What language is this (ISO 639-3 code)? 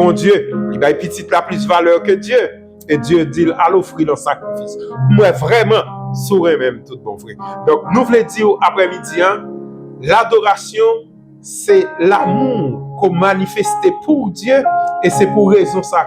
hat